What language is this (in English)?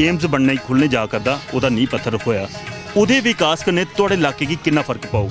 Dogri